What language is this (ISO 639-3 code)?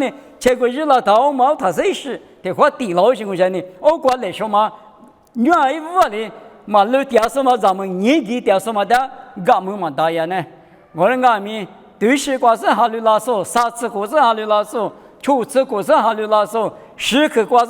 lis